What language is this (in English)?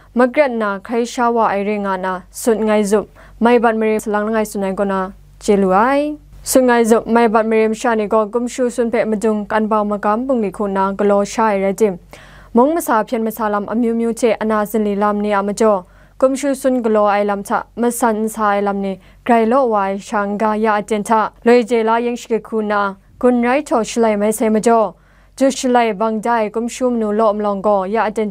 Kachin